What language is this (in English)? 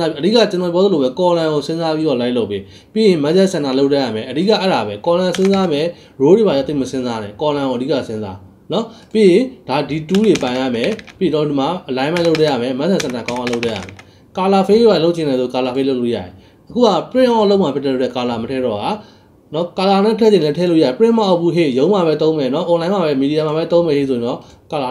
Burmese